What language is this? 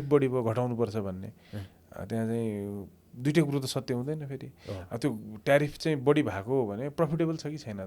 Nepali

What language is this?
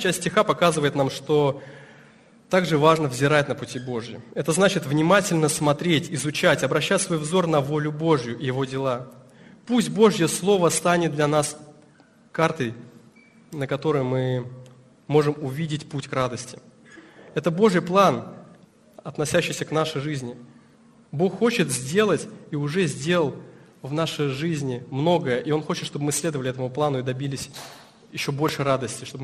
Russian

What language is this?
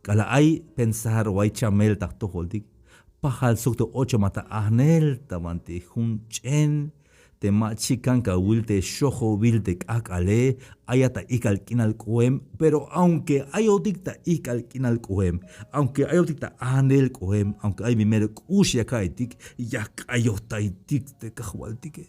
Tzeltal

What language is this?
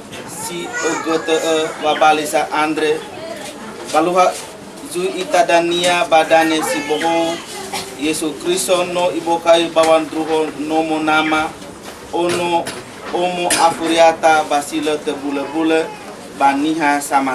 Nias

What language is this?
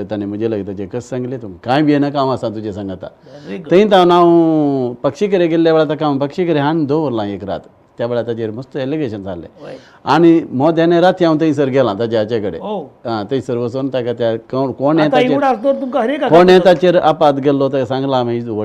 Konkani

